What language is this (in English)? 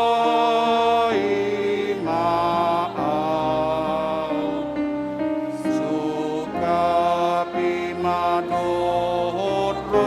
Batak Toba